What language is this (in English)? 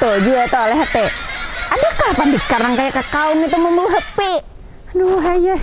Banjar